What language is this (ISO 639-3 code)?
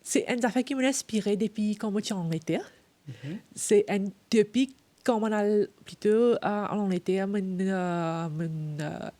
mfe